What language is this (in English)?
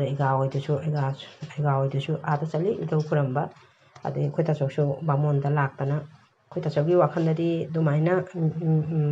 Manipuri